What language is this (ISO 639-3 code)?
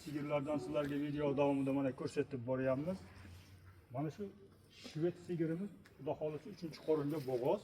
uzb